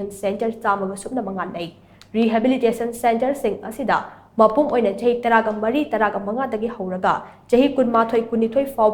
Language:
Manipuri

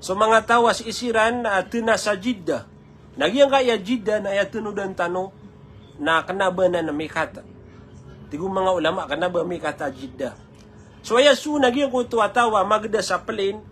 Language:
Maranao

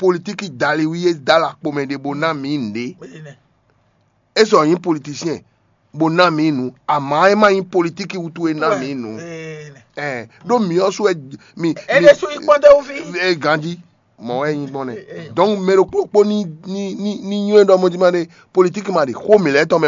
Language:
Fon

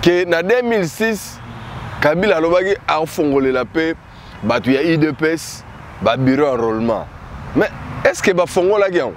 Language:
Lingala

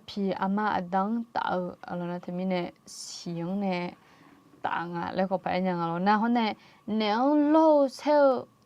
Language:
Akha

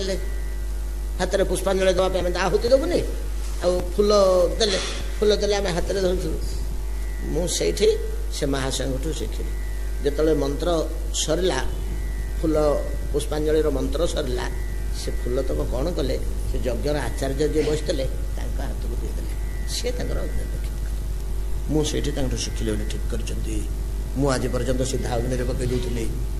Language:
Odia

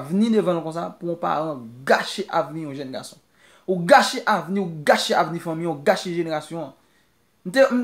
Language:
Haitian Creole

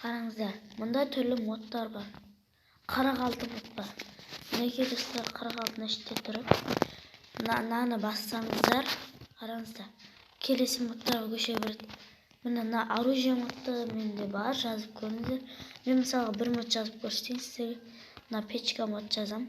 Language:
Kazakh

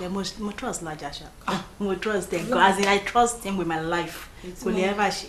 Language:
Yoruba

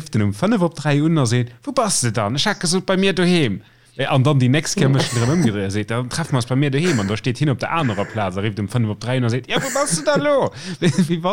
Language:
Luxembourgish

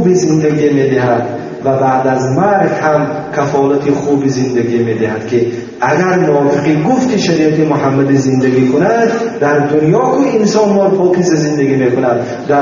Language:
Tajik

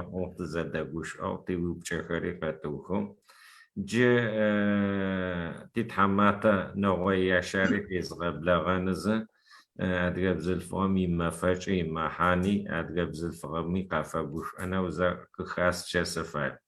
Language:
Adyghe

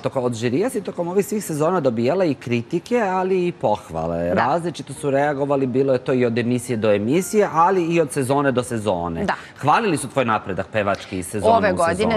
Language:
Serbian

